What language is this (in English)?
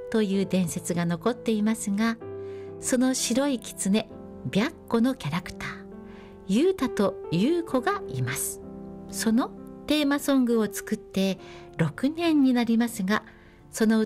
Japanese